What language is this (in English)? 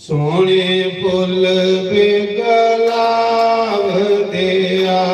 Dogri